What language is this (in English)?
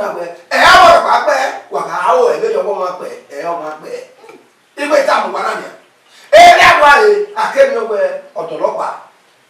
Bini